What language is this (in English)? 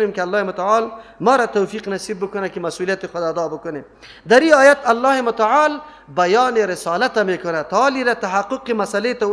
Persian